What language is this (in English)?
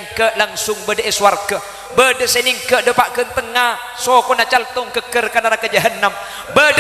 Madurese